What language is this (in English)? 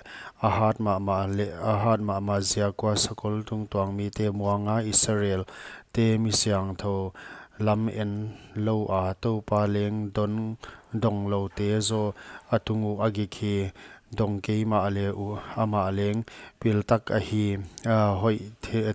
Paite Chin